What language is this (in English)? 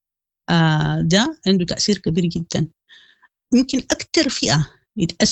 Sudanese Arabic